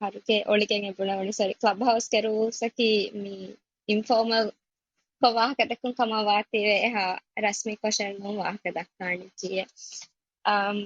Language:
Divehi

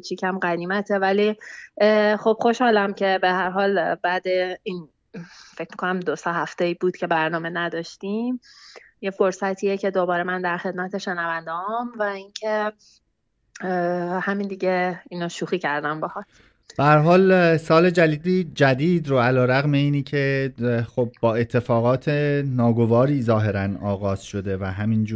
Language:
Persian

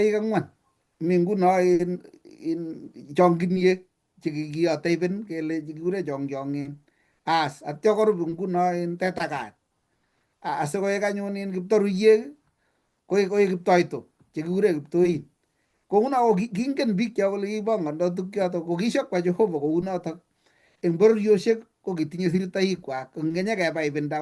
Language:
Kalenjin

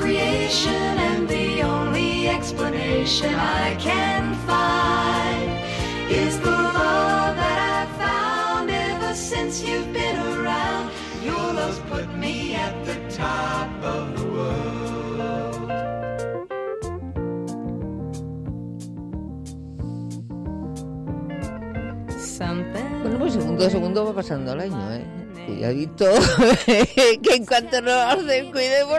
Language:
Spanish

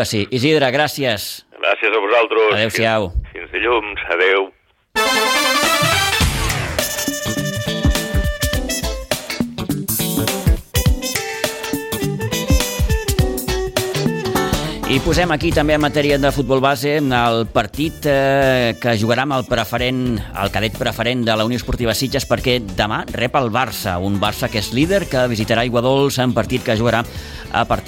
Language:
Catalan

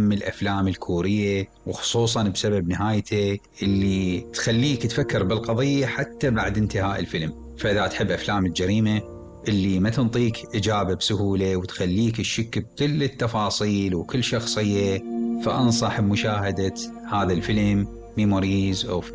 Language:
Mesopotamian Arabic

